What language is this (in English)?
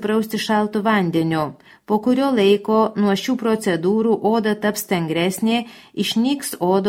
Lithuanian